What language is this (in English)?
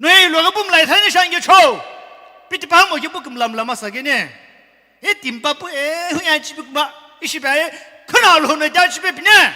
Sumi Naga